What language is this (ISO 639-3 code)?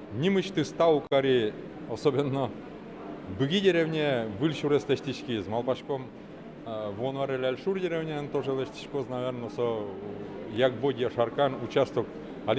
udm